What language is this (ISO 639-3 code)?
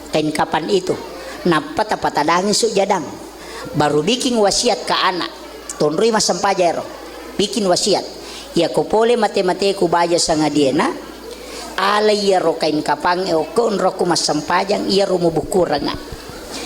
bug